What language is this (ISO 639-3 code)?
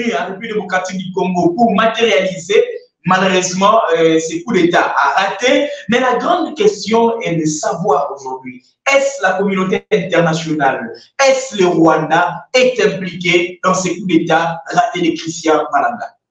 fra